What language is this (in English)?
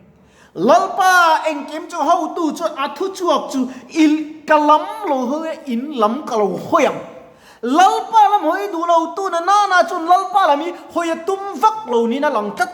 Mizo